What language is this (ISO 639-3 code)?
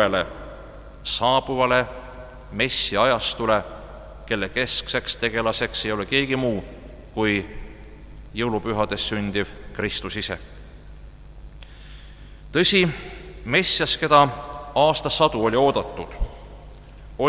est